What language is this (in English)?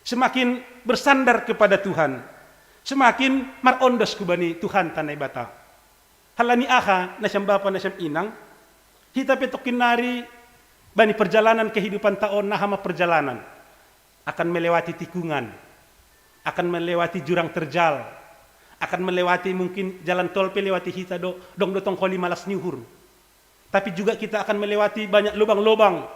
Batak Simalungun